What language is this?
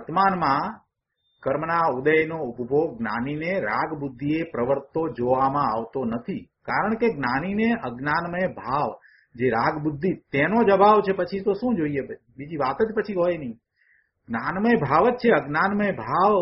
Gujarati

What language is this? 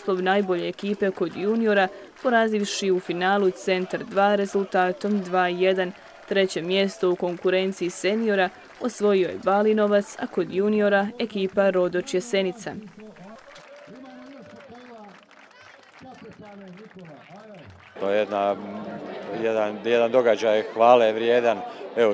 Croatian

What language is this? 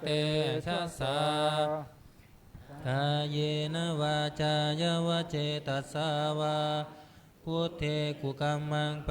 Pali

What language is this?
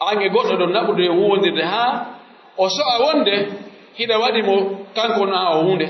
Pular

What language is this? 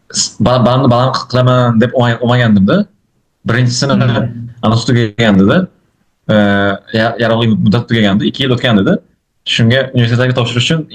Uzbek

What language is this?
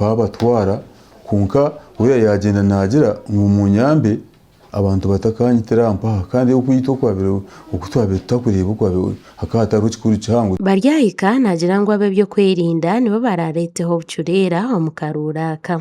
Nyankole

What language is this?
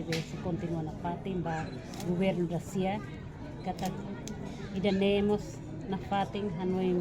Tetum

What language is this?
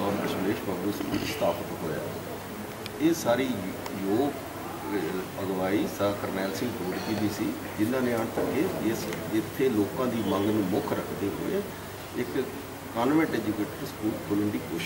Punjabi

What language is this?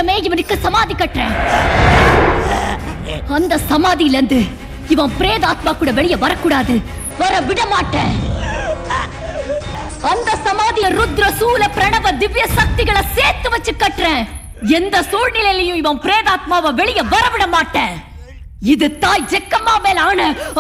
Tamil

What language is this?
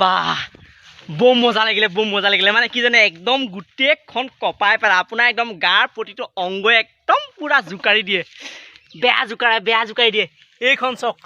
Assamese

